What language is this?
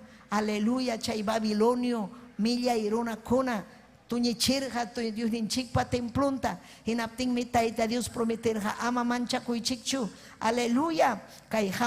Ayacucho Quechua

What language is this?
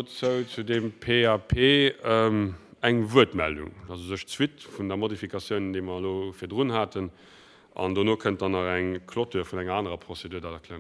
Luxembourgish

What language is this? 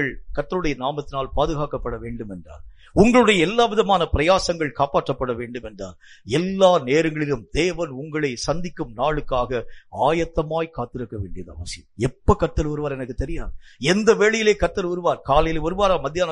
Tamil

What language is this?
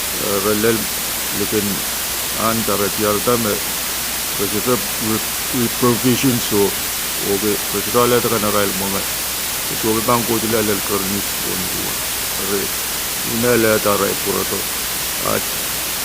Pohnpeian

